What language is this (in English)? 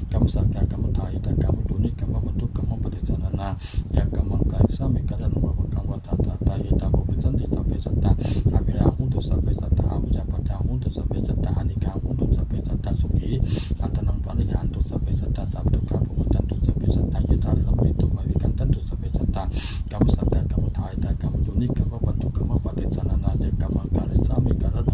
Pali